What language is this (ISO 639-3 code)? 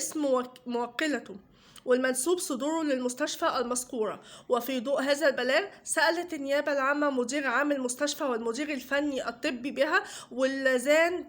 arz